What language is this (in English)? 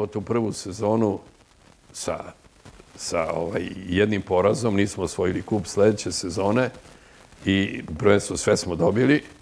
Serbian